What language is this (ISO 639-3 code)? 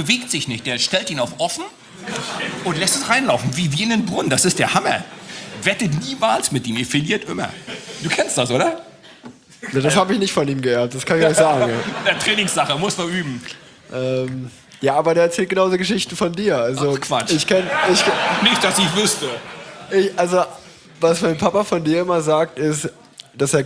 deu